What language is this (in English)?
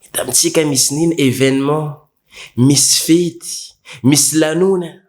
Malagasy